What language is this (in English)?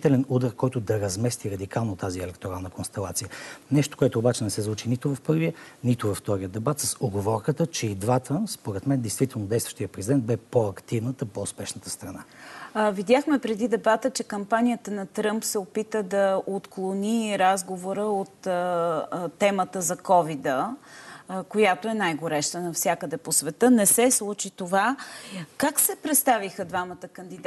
Bulgarian